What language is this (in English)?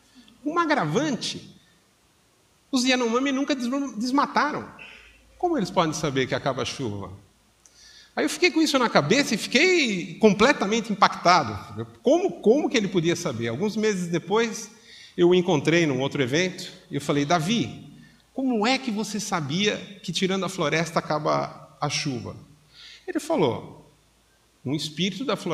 Portuguese